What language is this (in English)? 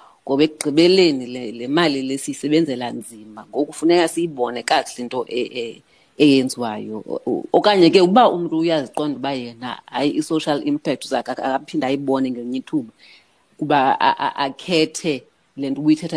Xhosa